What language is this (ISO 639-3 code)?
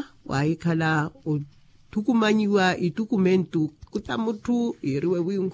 vmw